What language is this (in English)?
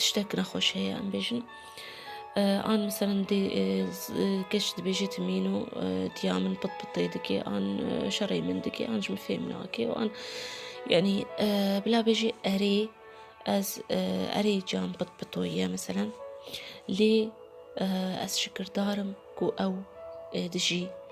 Kurdish